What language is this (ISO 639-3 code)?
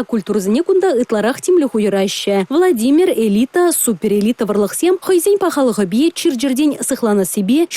chv